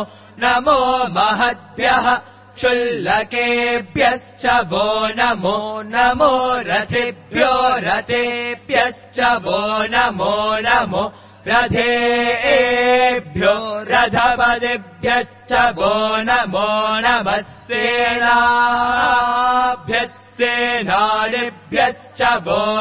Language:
Sanskrit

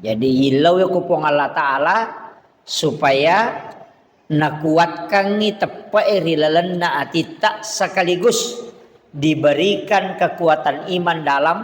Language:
Buginese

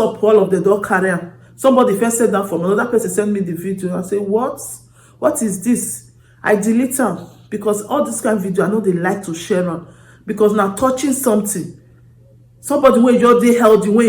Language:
Nigerian Pidgin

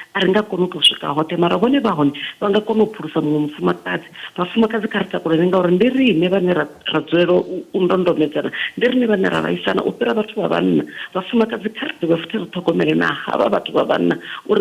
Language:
Venda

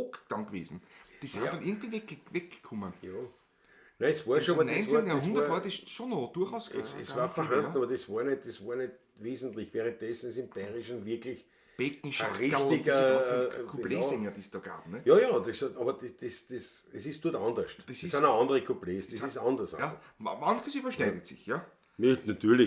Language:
Bavarian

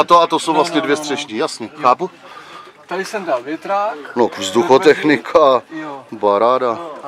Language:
Czech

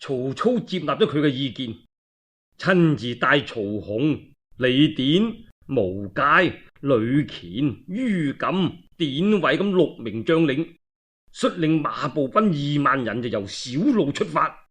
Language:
Cantonese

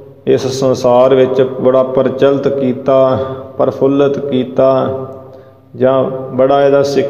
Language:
Punjabi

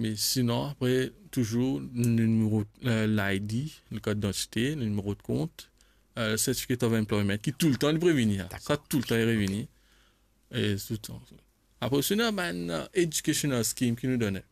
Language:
Morisyen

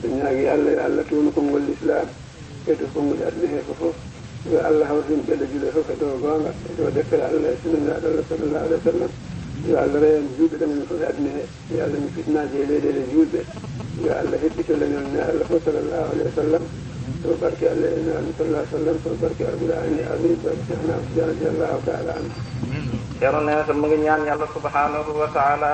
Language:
Fula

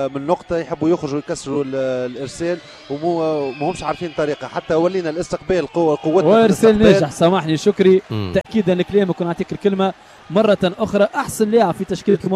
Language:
Tunisian Arabic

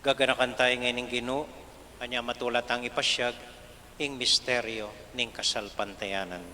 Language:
Pampanga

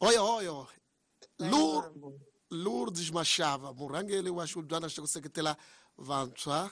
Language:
Tsonga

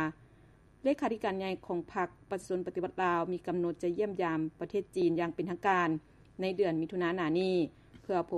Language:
Lao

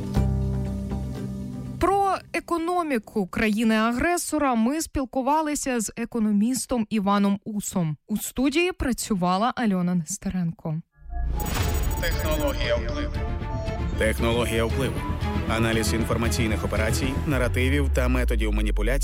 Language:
Ukrainian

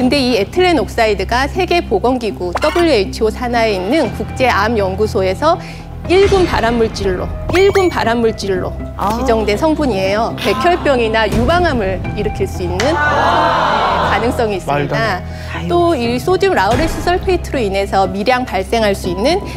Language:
Korean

